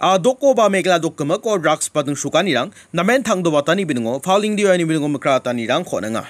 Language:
Garo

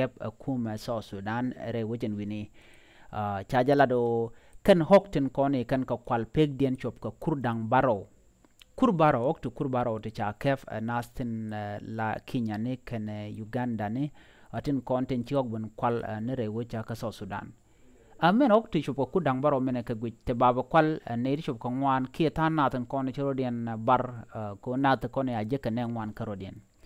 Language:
Nuer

